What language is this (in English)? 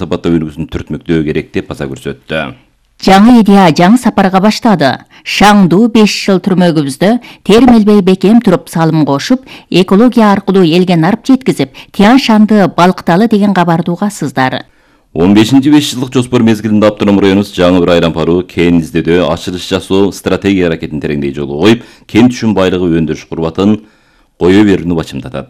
Kyrgyz